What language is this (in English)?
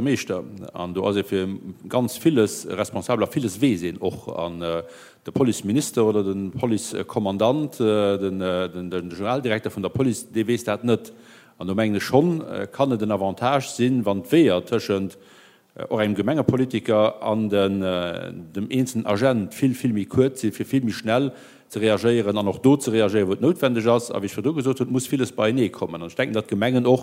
Luxembourgish